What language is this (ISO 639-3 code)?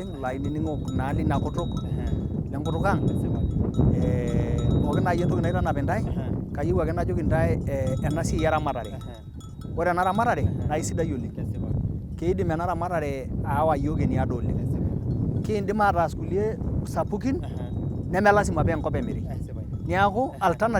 mas